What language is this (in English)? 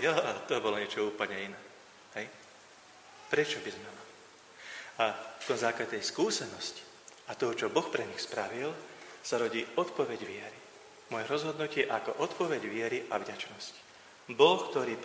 Slovak